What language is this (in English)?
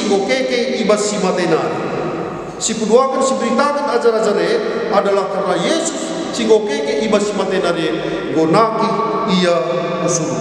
Batak Karo